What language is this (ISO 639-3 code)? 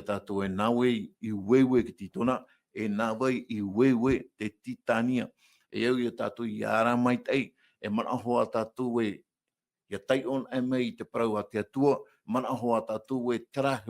tah